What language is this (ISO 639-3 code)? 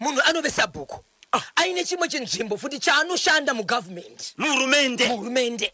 sna